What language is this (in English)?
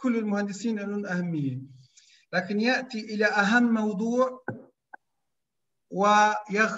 Arabic